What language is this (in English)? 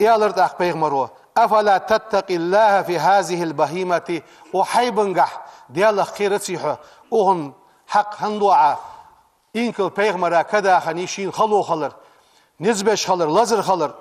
Ingush